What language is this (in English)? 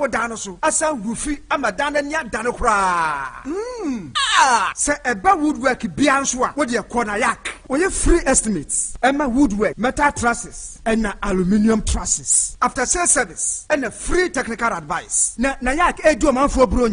Akan